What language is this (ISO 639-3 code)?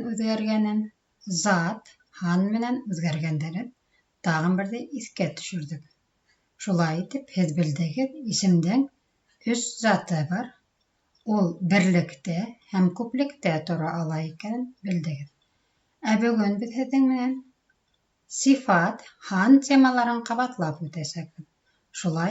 bak